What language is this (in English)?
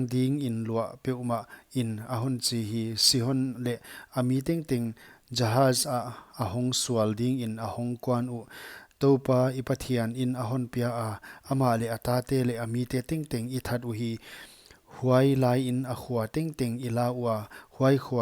Paite Chin